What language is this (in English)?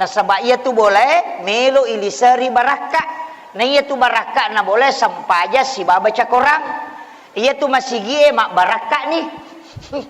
Buginese